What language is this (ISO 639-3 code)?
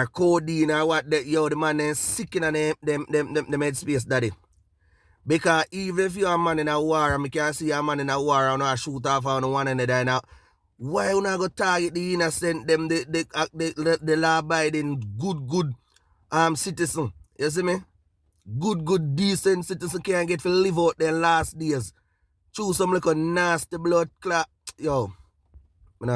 jam